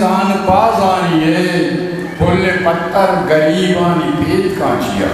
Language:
Eastern Balochi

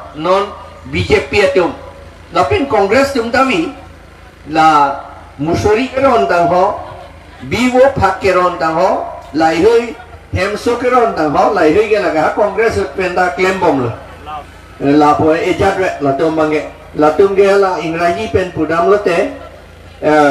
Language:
Karbi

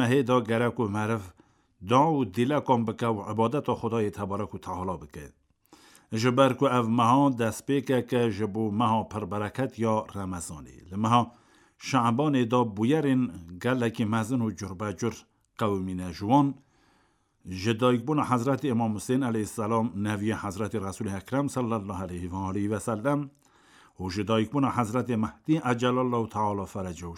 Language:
Kurdish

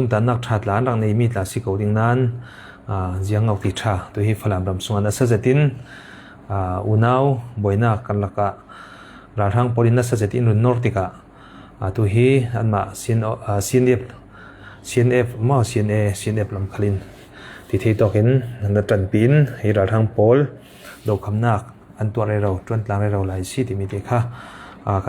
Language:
Falam Chin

